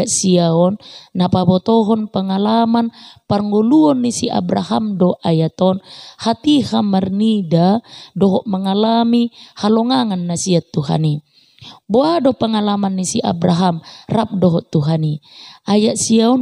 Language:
Batak Toba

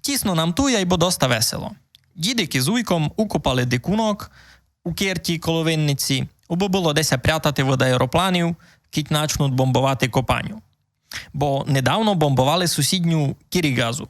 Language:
Rusyn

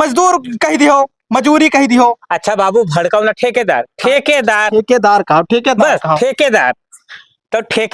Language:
Awadhi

